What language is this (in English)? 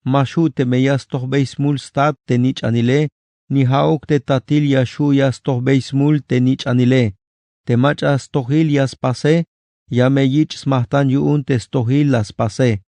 Tzeltal